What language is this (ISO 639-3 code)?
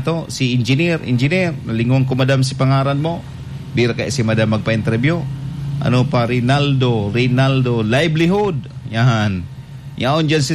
bik